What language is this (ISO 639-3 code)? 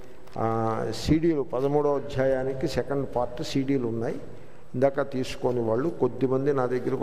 tel